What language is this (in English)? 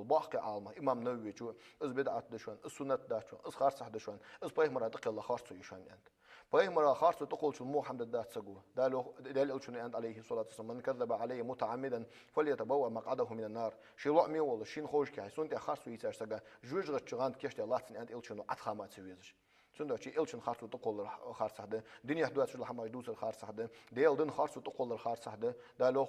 Ingush